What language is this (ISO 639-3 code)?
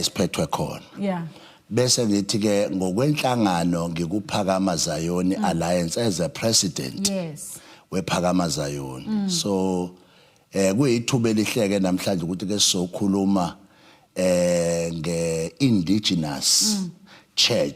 zul